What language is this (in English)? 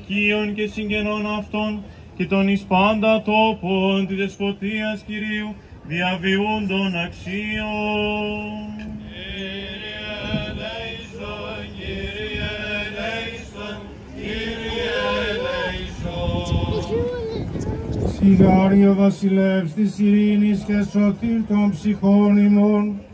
Greek